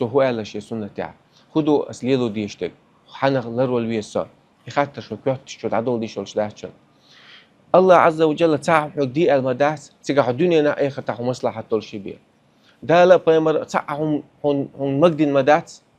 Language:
Chechen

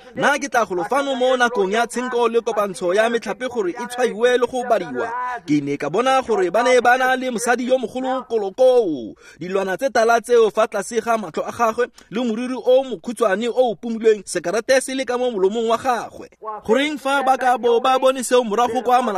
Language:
Tswana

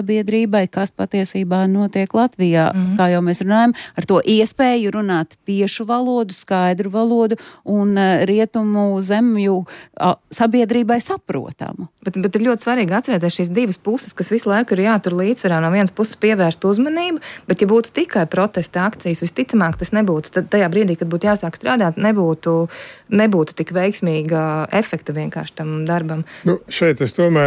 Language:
Latvian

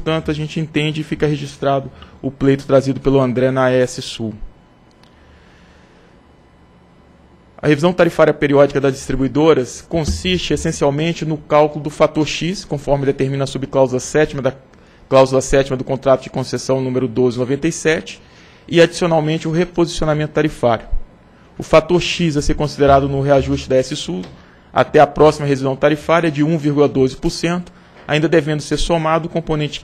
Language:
Portuguese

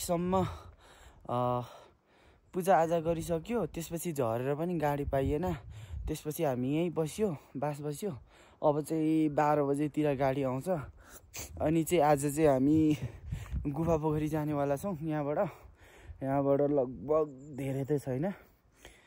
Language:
Nepali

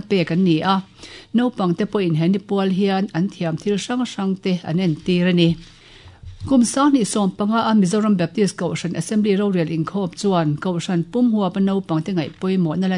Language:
Mizo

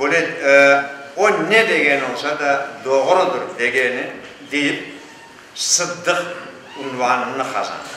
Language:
Crimean Tatar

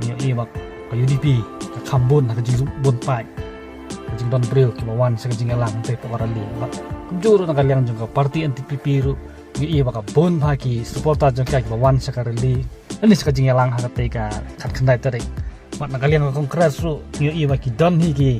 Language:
Khasi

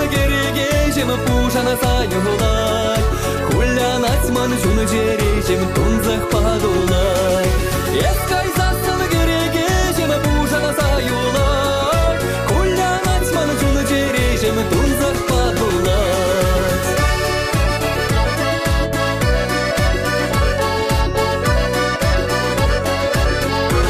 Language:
Chuvash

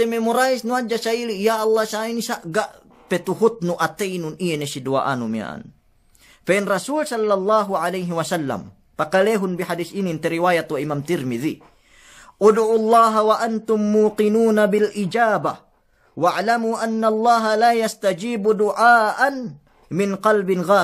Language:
Yakan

